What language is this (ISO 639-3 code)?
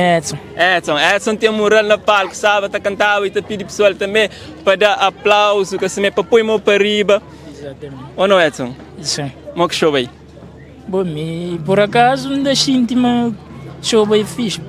kea